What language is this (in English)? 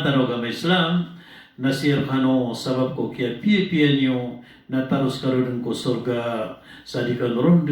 Maranao